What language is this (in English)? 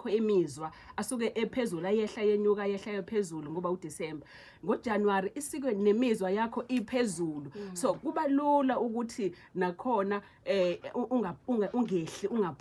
Zulu